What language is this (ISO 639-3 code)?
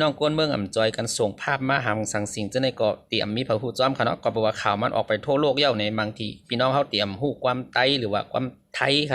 shn